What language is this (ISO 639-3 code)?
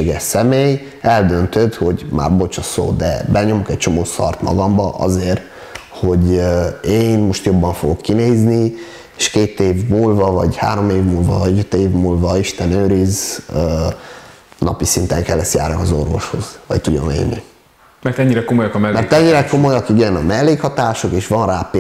hun